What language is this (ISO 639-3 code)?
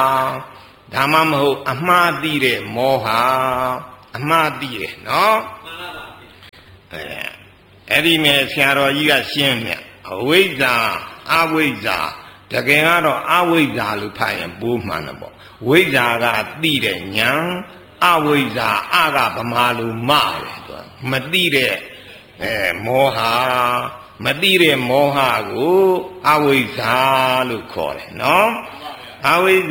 mya